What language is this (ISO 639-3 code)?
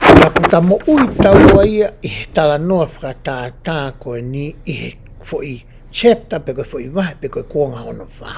ton